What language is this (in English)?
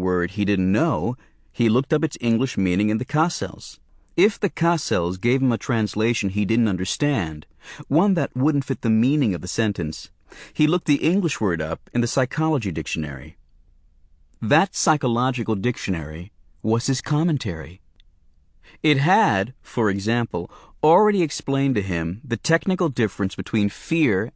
English